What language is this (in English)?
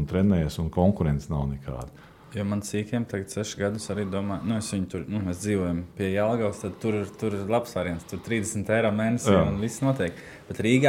Latvian